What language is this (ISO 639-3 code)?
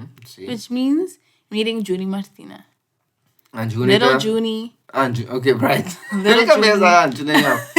pap